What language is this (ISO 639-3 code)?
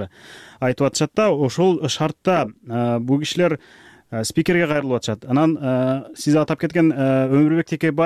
kir